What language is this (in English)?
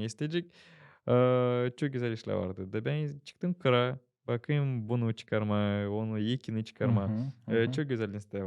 Gagauz